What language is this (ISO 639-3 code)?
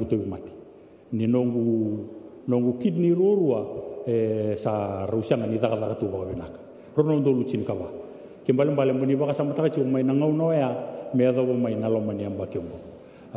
fij